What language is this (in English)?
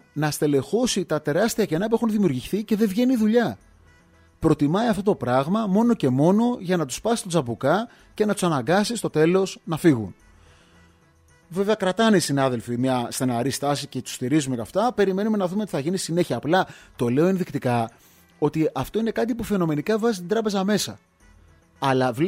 Greek